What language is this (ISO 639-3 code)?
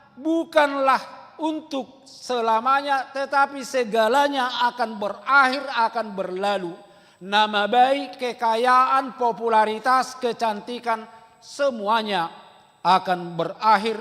bbc